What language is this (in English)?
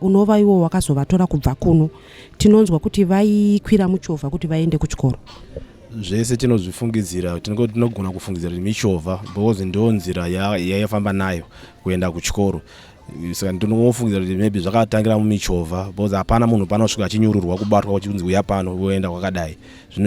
Shona